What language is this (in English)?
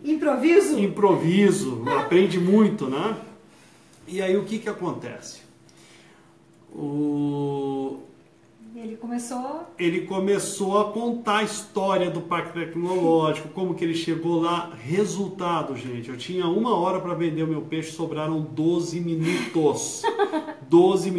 Portuguese